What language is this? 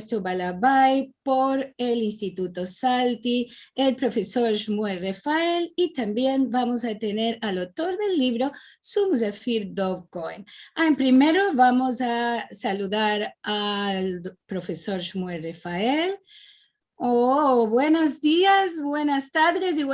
Ladino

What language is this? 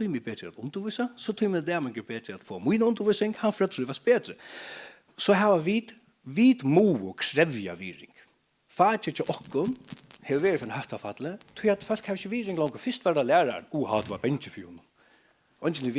Faroese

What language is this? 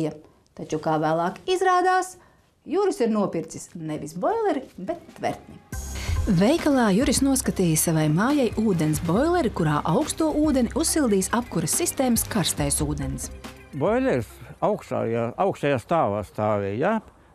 Latvian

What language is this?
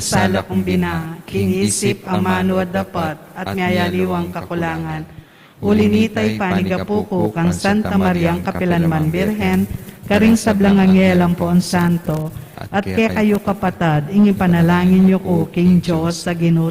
Pampanga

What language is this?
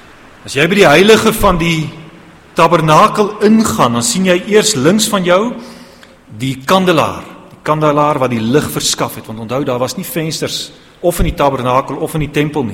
Afrikaans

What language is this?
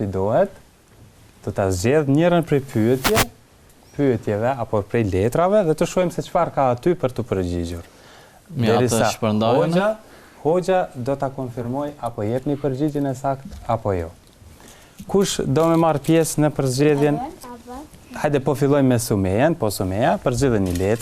Albanian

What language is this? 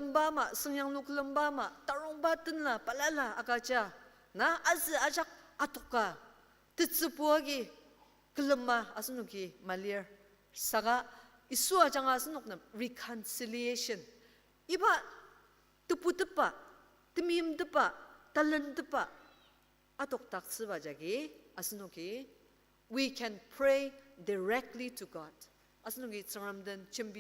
Ao Naga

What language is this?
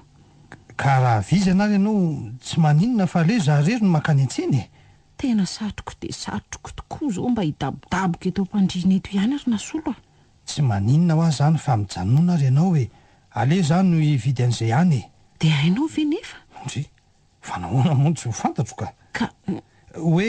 Malagasy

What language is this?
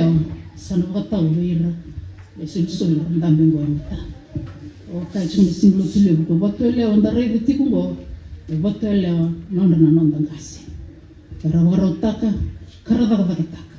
Fijian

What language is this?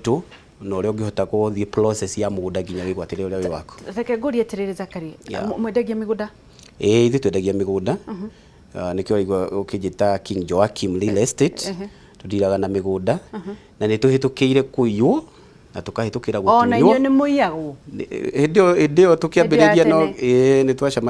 Kikuyu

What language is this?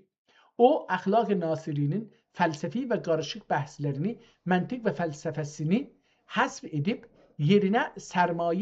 South Azerbaijani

